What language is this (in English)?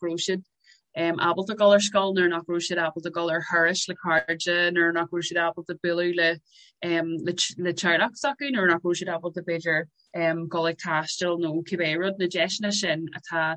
Irish